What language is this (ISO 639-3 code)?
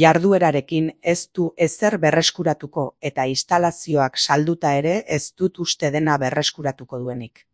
eus